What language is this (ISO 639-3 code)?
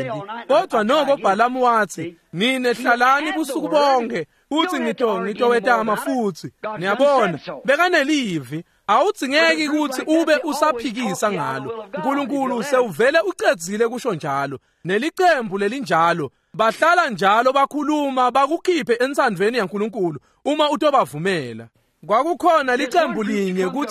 ssw